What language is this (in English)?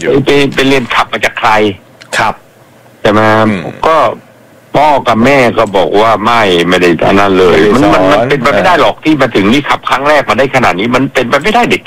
Thai